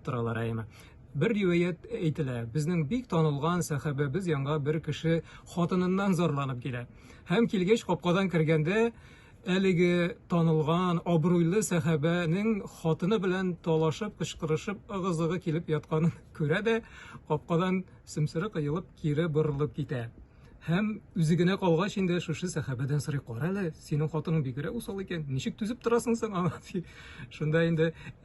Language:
Tatar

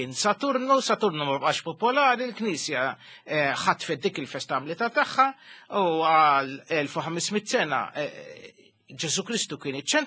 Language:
Maltese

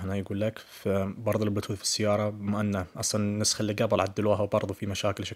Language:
Najdi Arabic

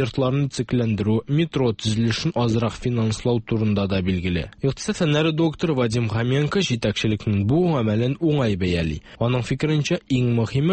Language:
Tatar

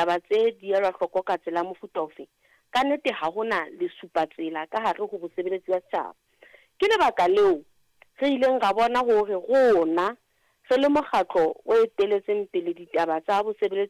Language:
Southern Sotho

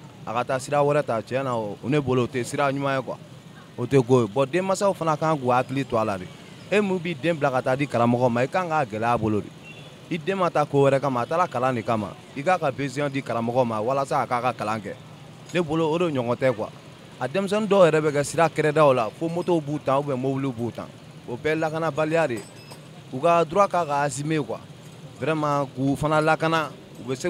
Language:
Bambara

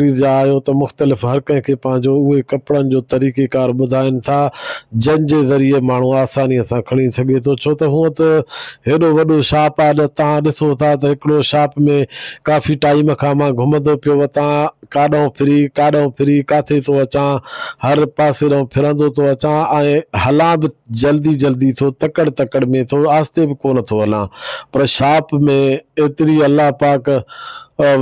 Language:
Sindhi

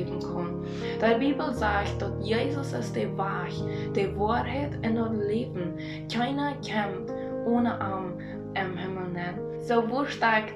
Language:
Plautdietsch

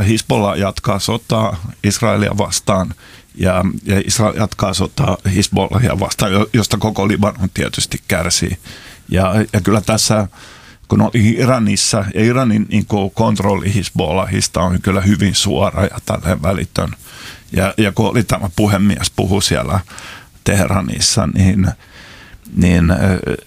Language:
Finnish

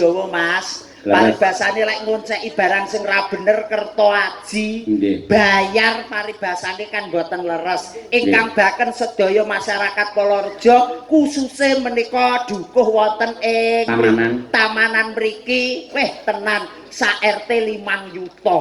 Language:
Javanese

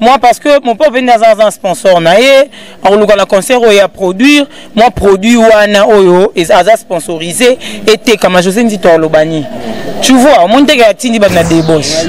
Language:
Lingala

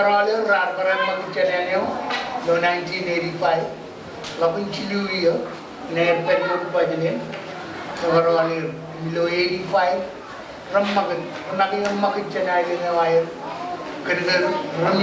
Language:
Marshallese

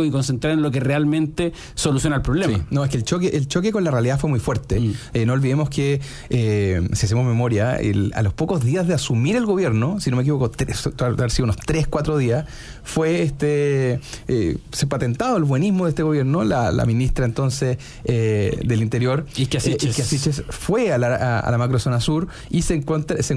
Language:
Spanish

